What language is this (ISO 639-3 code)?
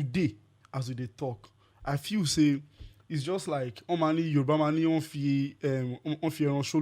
pcm